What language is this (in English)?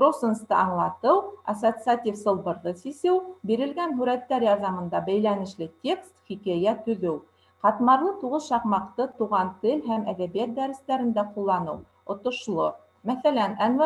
Bashkir